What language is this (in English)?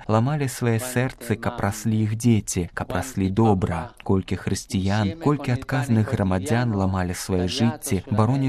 Belarusian